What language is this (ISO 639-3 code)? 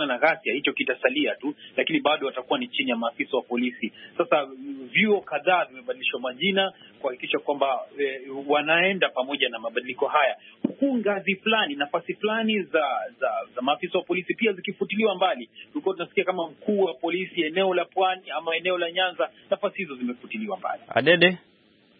swa